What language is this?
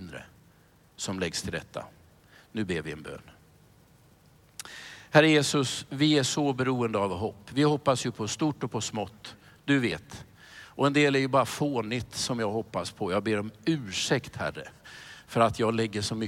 Swedish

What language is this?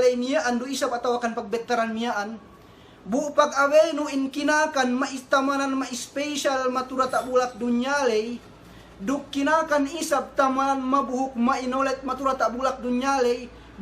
Yakan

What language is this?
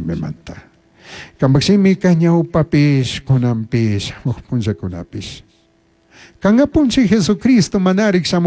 Chimborazo Highland Quichua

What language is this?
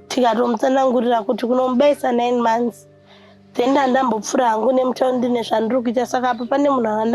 Shona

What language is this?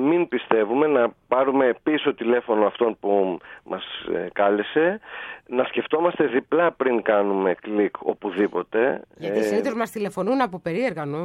Greek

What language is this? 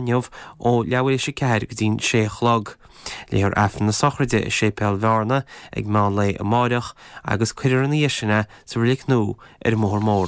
Irish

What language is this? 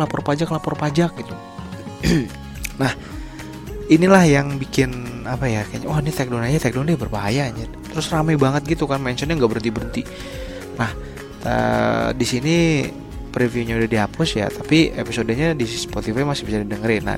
Indonesian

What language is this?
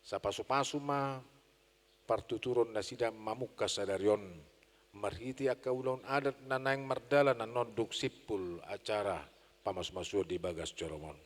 Batak Toba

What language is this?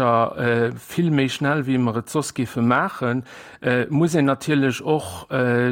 Luxembourgish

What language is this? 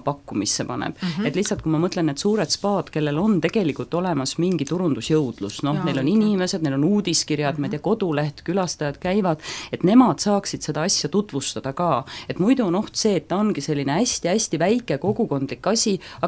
Estonian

